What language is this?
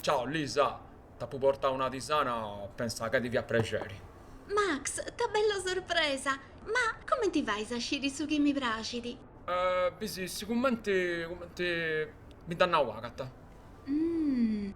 Sardinian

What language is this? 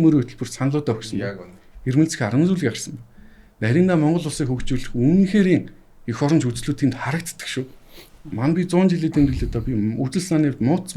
Mongolian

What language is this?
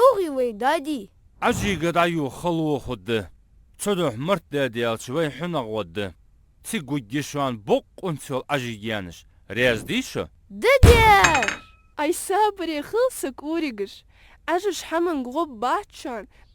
Ingush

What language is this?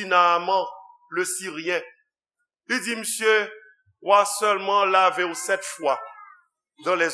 Haitian Creole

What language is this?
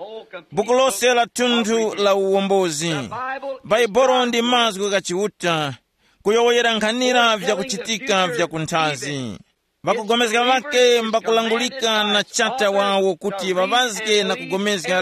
Tumbuka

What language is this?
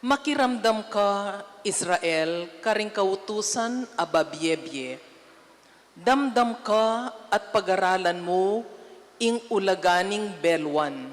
Pampanga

